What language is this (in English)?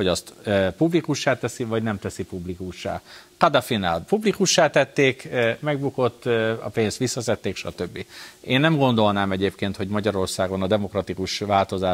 Hungarian